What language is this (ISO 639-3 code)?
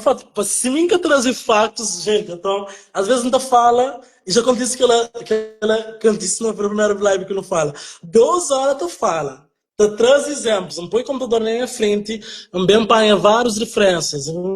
kea